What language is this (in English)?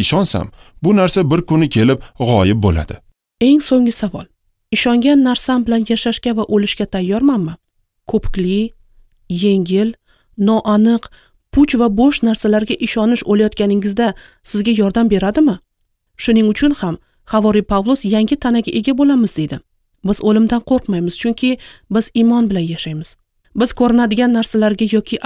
Uzbek